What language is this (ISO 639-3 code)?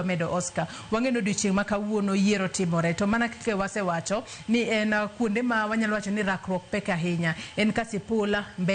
luo